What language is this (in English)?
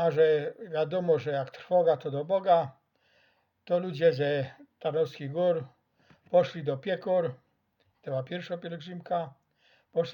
Silesian